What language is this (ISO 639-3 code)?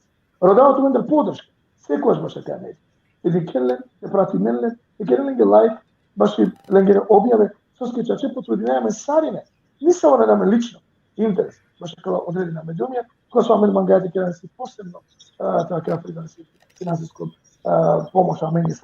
rmn